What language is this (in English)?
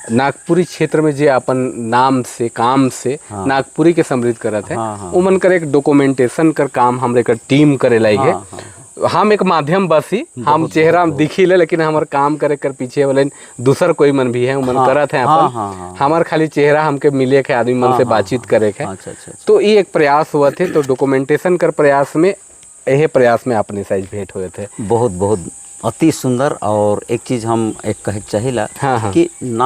Sadri